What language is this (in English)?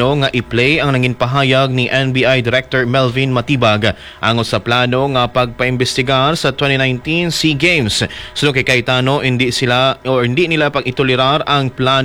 Hiligaynon